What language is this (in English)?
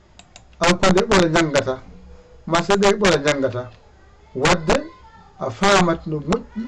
Fula